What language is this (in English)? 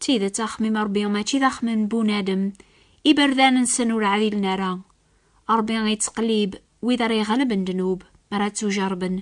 Kabyle